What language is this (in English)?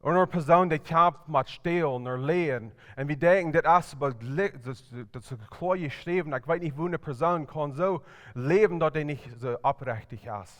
Plautdietsch